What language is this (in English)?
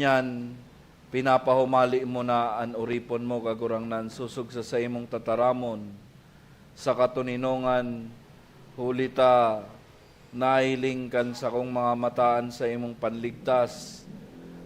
Bikol